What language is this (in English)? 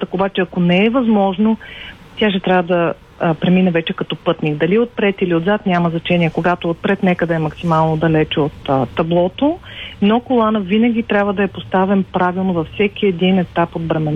Bulgarian